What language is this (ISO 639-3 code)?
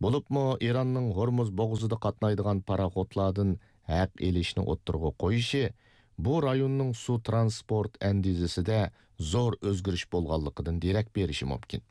uig